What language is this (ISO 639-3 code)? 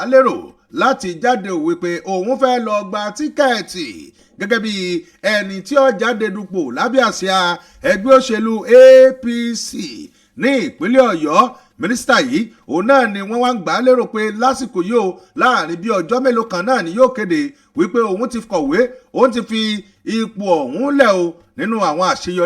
yor